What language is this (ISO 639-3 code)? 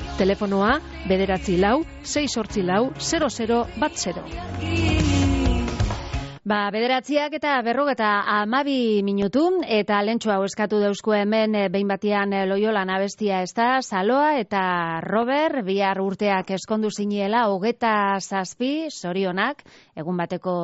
eus